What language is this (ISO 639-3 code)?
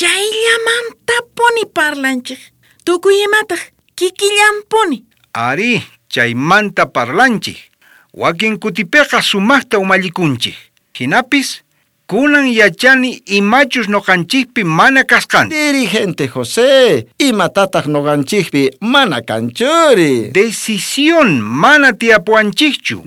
quh